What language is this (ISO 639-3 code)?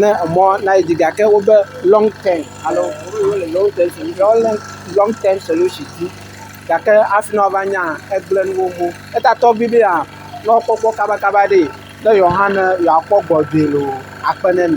ewe